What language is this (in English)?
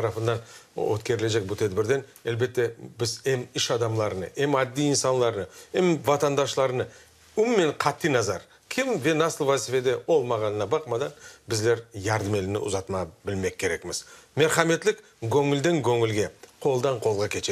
Crimean Tatar